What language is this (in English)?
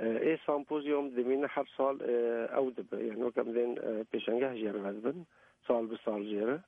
Kurdish